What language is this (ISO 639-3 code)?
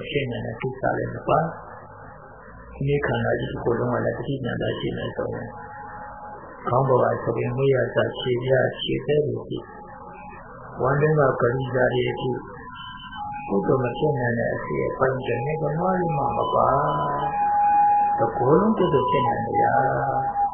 mya